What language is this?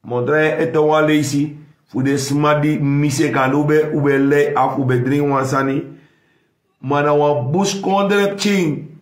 Sranan Tongo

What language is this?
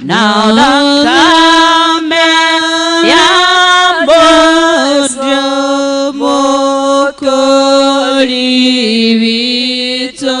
Kikuyu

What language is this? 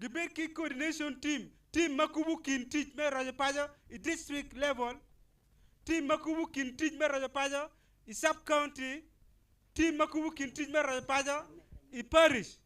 Acoli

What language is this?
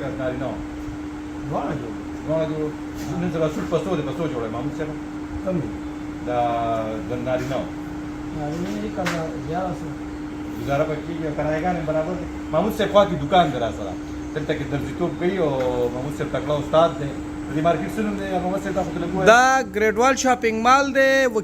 Pashto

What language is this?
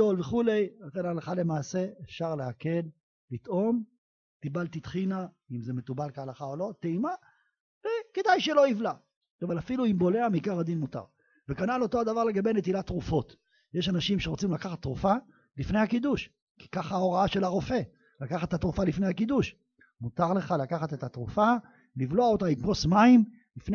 Hebrew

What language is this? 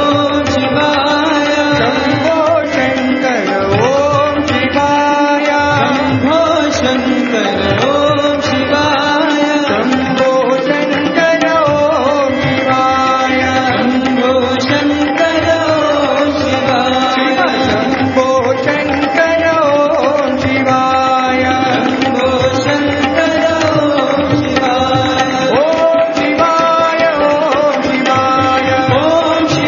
Telugu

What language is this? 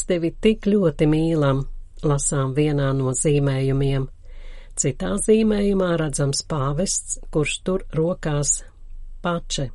Latvian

